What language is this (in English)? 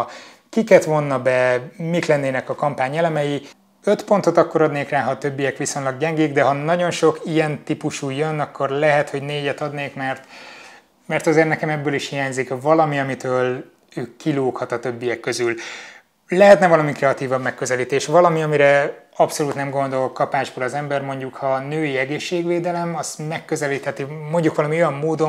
Hungarian